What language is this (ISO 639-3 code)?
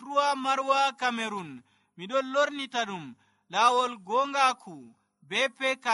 fuv